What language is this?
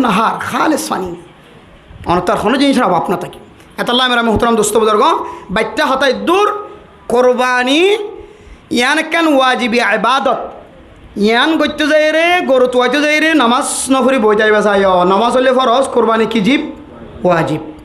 Rohingya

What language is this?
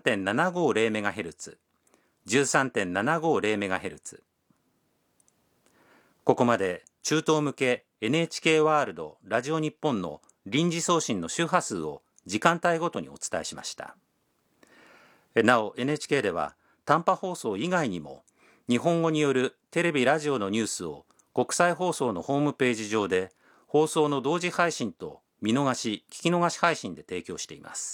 Japanese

